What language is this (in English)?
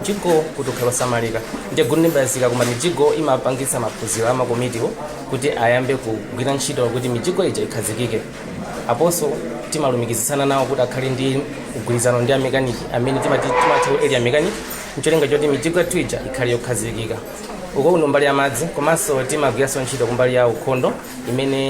Nyanja